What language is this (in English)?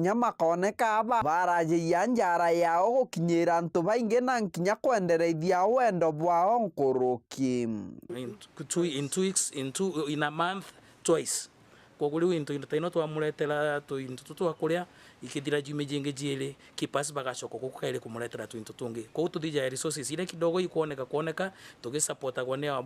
Meru